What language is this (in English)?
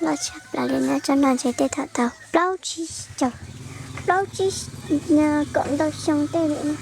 Hmong